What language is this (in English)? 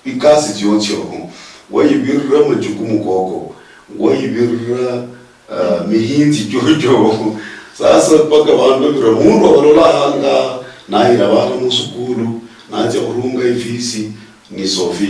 Luyia